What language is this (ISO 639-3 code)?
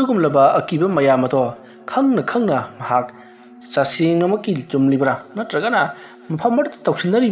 mni